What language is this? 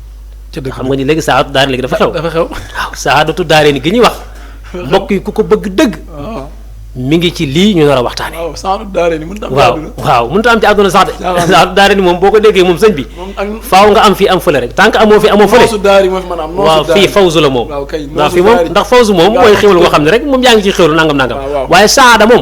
Wolof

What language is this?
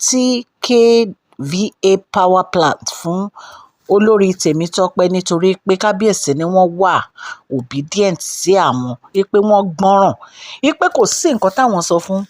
Yoruba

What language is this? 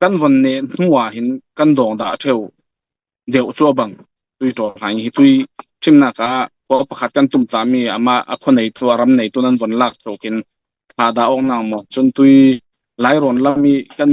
Falam Chin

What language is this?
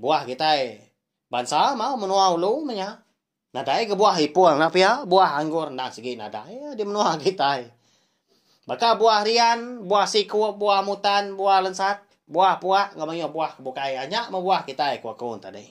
Iban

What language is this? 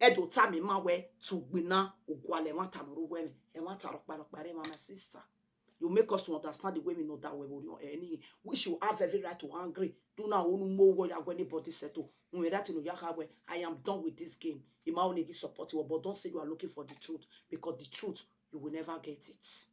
Nigerian Pidgin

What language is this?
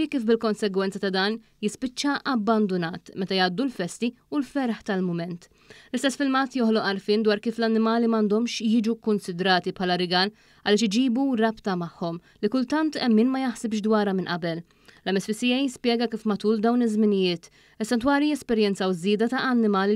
Maltese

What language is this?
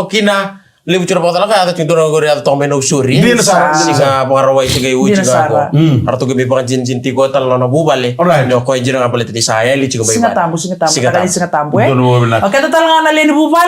Fijian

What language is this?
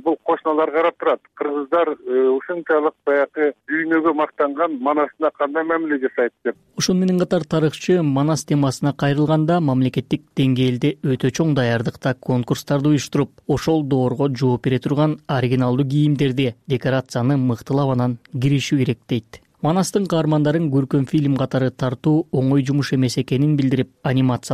Kyrgyz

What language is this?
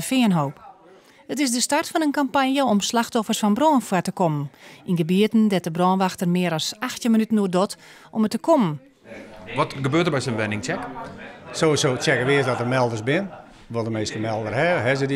Western Frisian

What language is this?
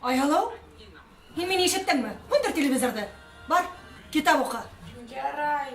Bashkir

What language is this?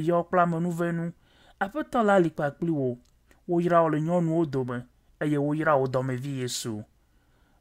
Ewe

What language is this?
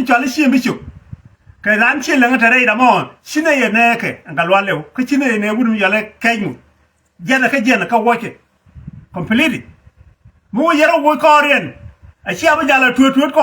Nuer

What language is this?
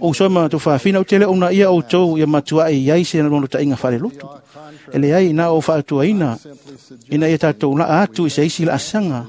Samoan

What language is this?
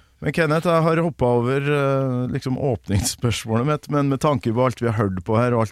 Norwegian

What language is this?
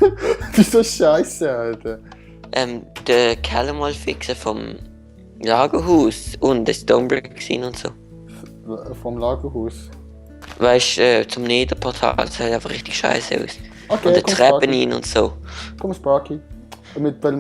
Swiss German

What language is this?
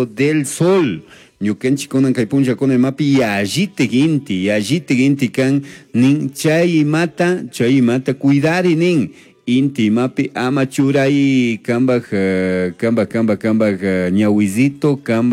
Chimborazo Highland Quichua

